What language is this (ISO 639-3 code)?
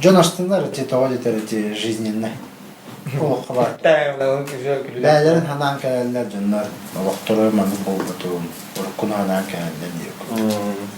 sah